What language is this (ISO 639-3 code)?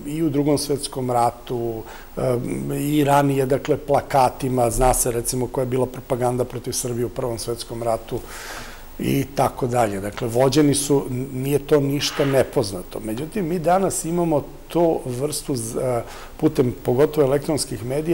srp